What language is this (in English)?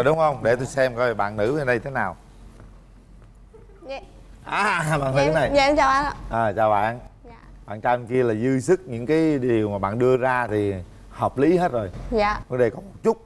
Vietnamese